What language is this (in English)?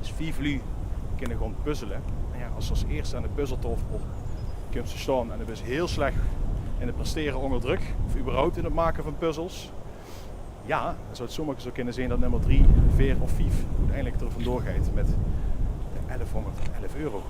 Limburgish